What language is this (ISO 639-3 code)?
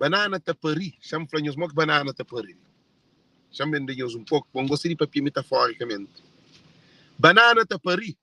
kea